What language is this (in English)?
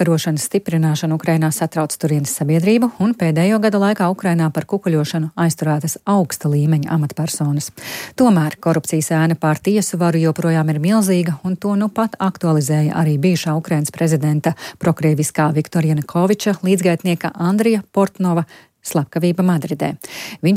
Latvian